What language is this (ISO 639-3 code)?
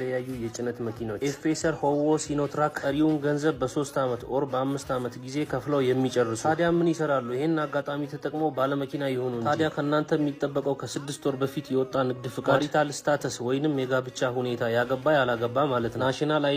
amh